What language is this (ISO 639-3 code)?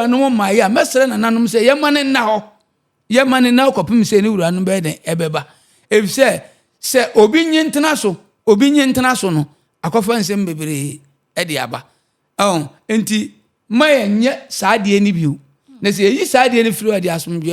aka